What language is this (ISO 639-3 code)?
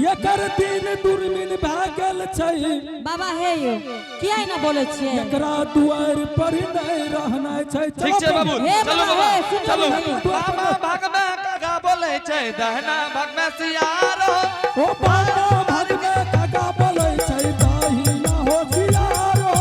anp